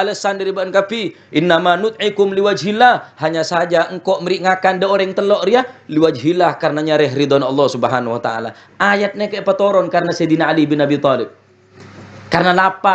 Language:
Madurese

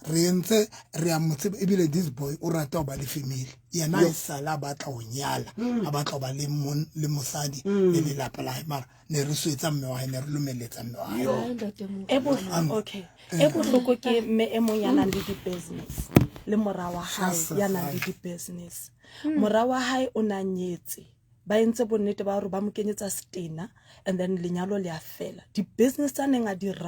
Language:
Southern Sotho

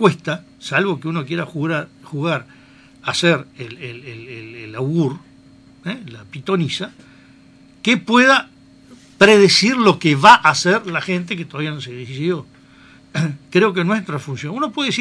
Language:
Spanish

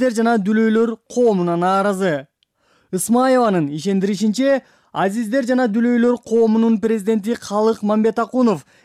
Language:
Kyrgyz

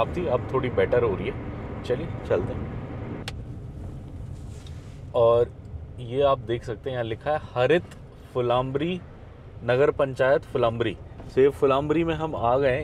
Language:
Hindi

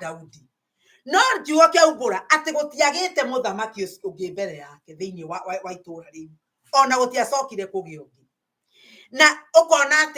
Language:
Kikuyu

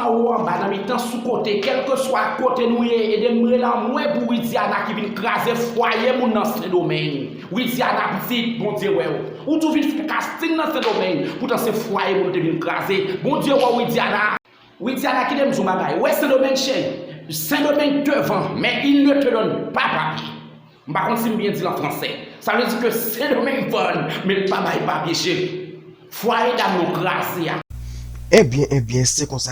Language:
Haitian Creole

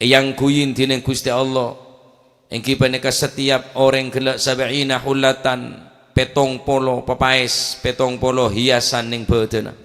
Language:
Madurese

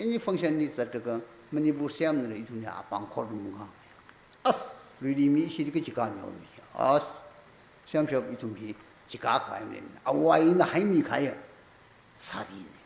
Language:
Tangkhul Naga (India)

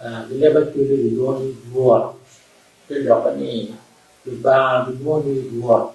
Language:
Acoli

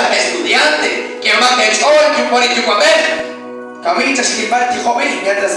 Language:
Kekchí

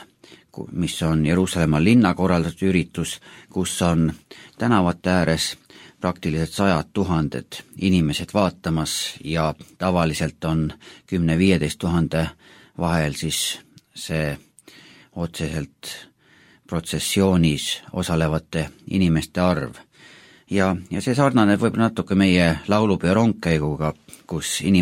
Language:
Estonian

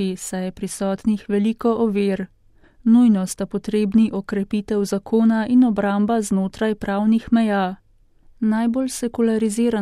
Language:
Slovenian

